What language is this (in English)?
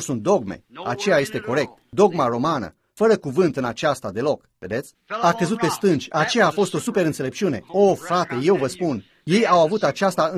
Romanian